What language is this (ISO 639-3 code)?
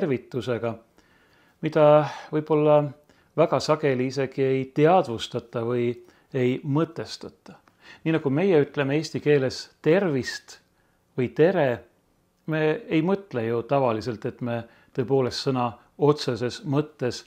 est